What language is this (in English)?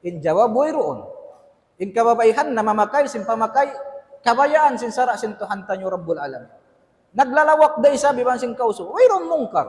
Tausug